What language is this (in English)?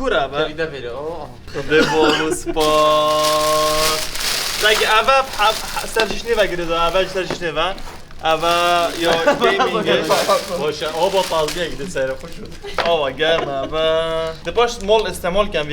Kurdish